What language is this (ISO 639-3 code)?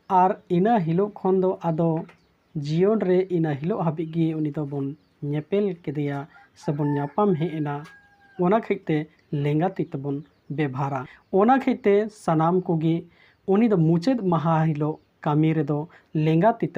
sat